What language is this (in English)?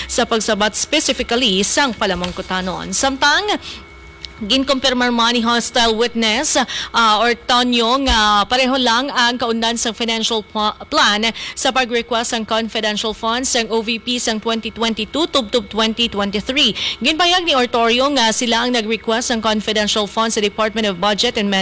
Hiligaynon